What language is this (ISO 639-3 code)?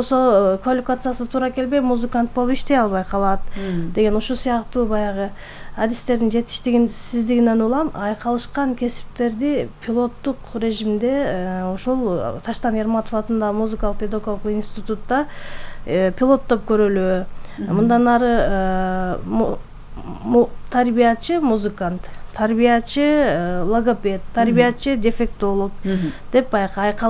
kir